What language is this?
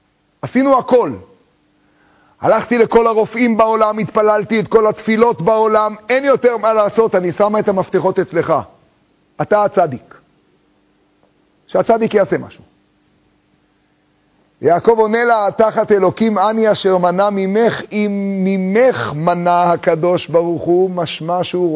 Hebrew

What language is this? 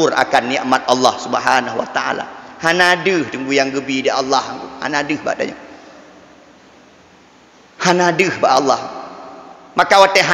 Malay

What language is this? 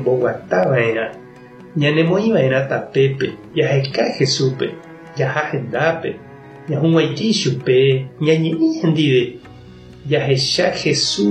Guarani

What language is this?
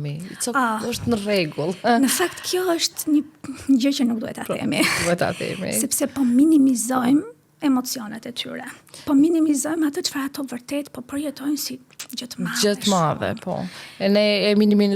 Albanian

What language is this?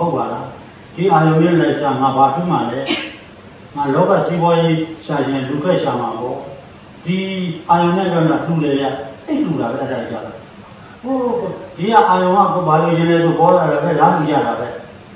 Burmese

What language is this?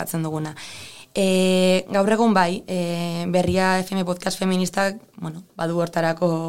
Basque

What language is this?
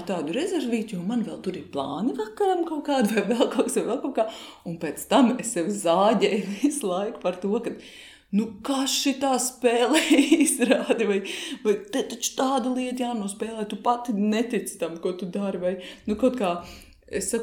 Latvian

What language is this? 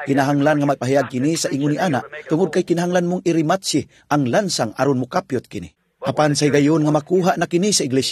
Cebuano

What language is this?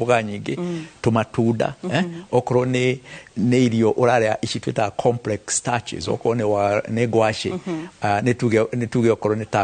Kikuyu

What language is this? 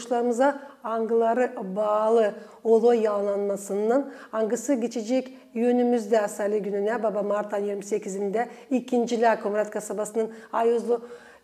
Gagauz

